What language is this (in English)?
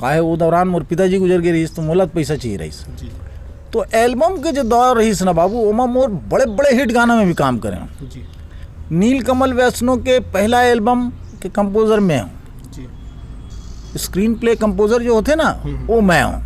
Chhattisgarhi